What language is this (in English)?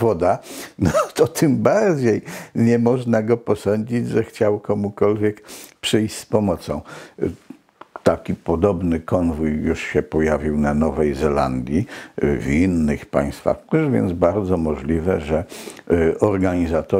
Polish